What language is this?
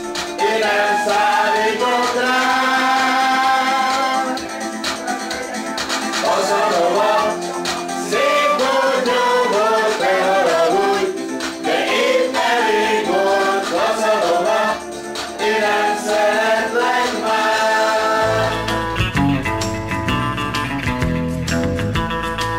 Hungarian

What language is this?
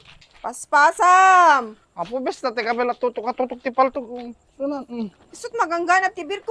Iloko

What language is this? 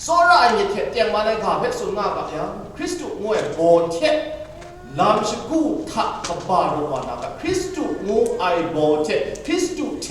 Kachin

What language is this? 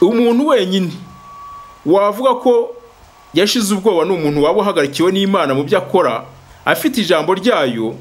Kinyarwanda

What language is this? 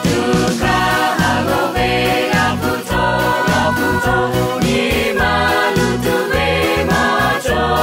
Lahu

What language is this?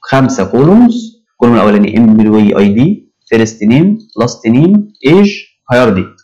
Egyptian Arabic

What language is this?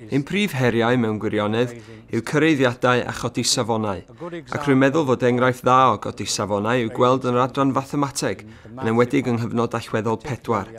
Welsh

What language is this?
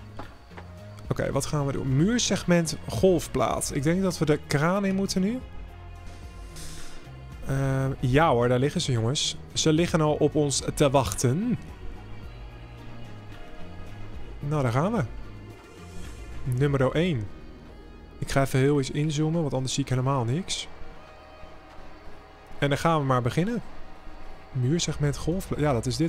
Dutch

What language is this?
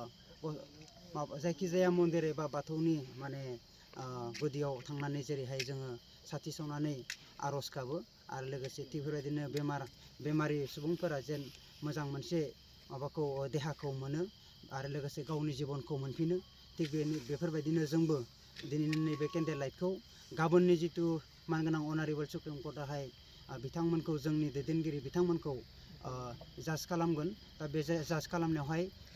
Bodo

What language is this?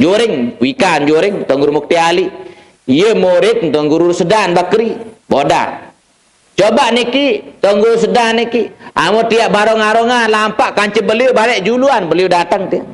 Sasak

